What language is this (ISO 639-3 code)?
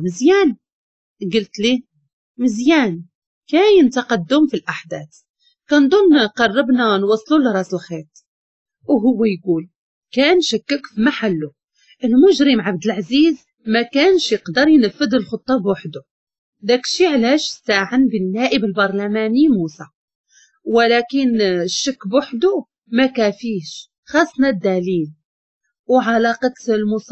ary